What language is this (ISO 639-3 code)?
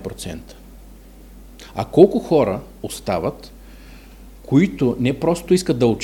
bul